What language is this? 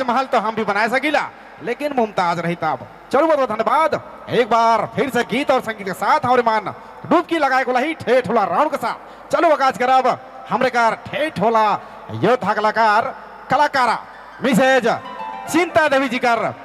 Sadri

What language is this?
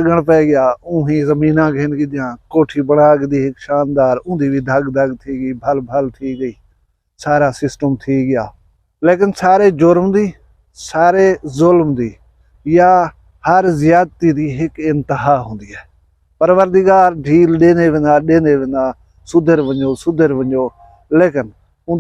Saraiki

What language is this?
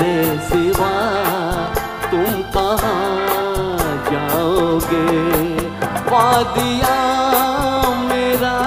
Hindi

